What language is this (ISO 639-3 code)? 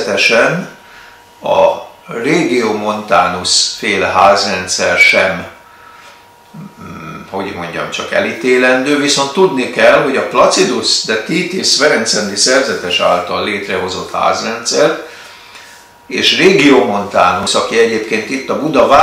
hun